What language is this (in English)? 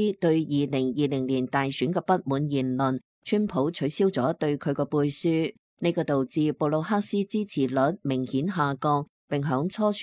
Cantonese